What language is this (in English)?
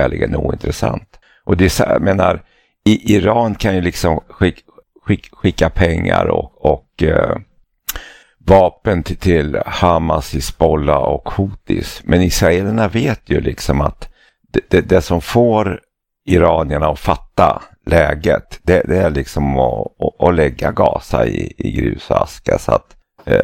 Swedish